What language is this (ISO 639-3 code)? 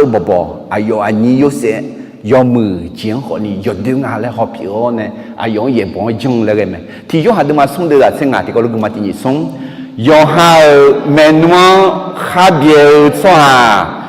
ahk